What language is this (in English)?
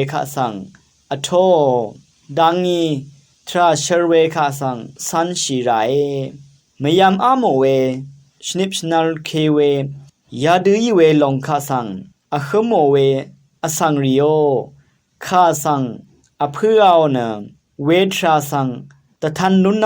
Rawang